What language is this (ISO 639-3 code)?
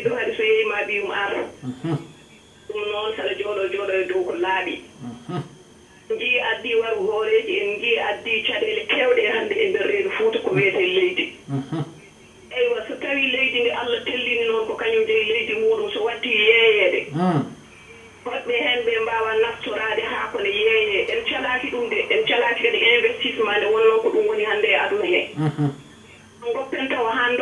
ful